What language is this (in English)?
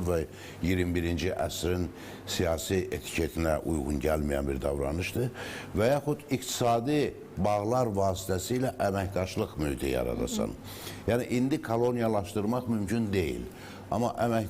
Azerbaijani